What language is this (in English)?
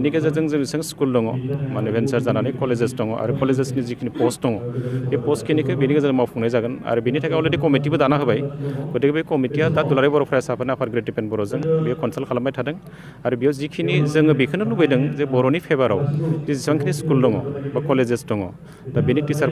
Bodo